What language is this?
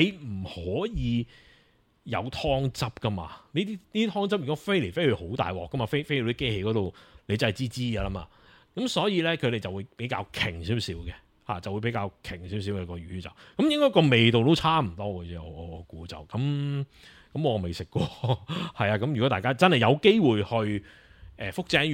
Cantonese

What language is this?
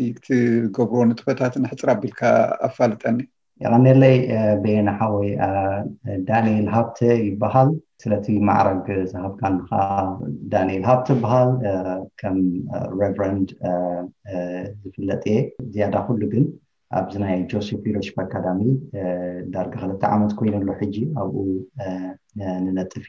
Tigrinya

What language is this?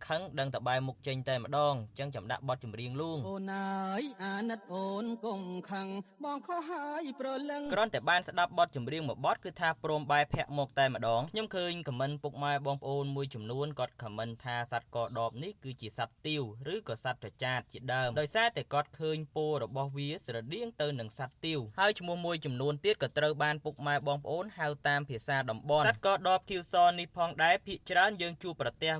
Khmer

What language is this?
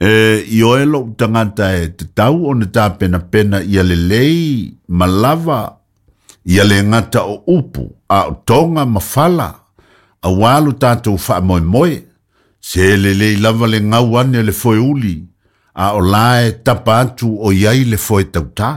Samoan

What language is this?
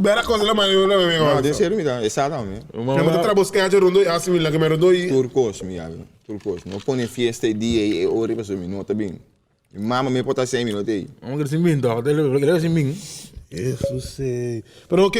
Papiamento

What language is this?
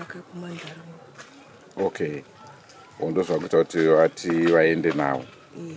Shona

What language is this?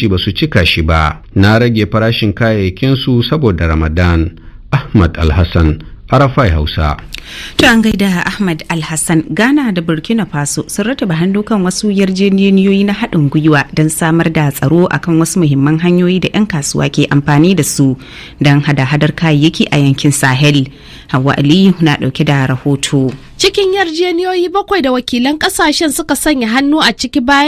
Hausa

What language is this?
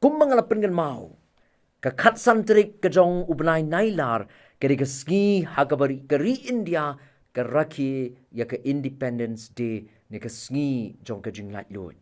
Khasi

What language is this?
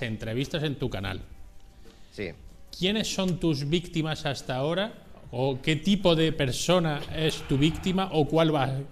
Spanish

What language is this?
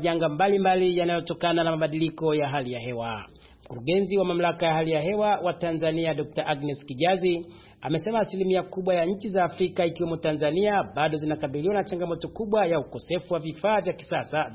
Swahili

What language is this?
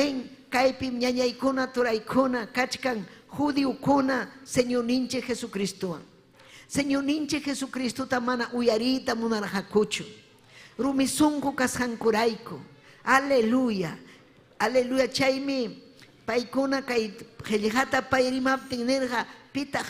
Ayacucho Quechua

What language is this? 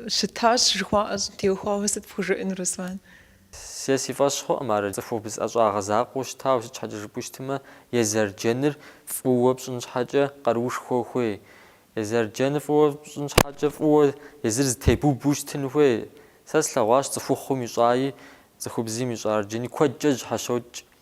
Kabardian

